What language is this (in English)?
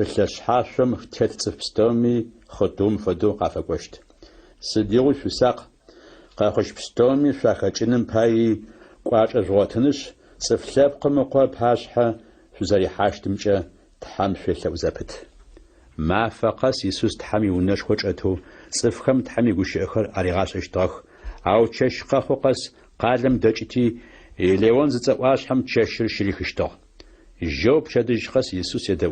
Adyghe